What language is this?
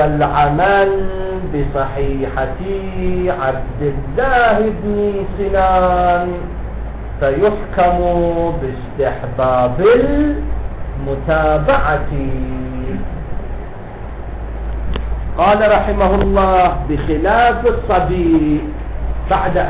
Arabic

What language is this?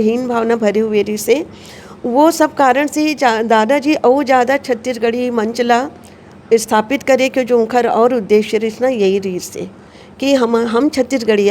Chhattisgarhi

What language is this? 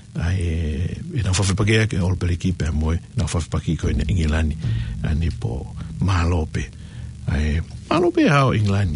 Tongan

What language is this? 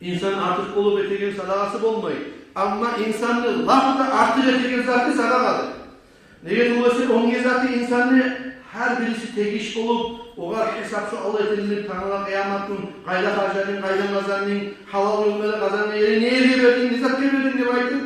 Kumyk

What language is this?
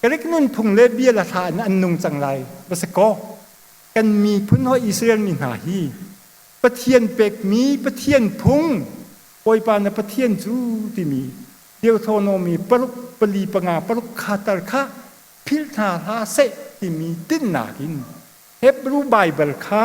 Hakha Chin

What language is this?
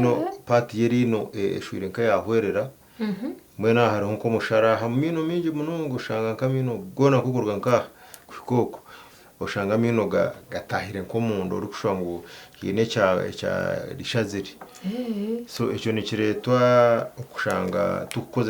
Nyankole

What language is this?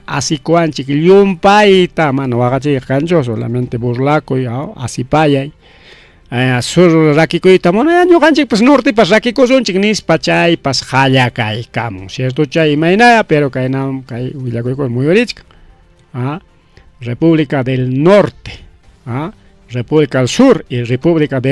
Ayacucho Quechua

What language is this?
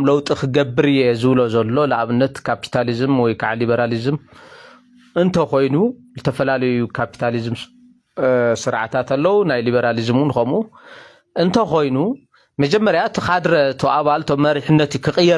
Tigrinya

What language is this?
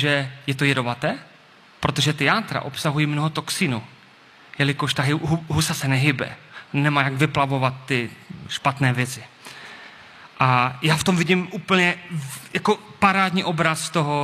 Czech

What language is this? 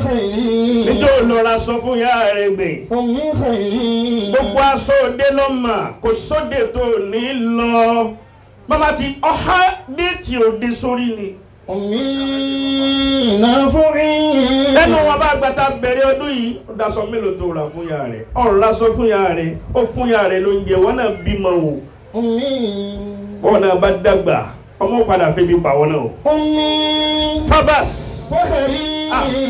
Yoruba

